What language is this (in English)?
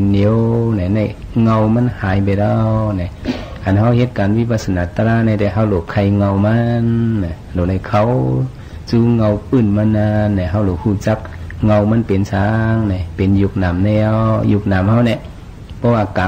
Shan